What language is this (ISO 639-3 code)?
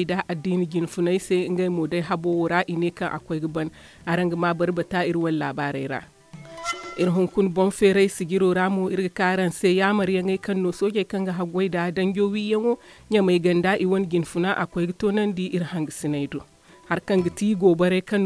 dje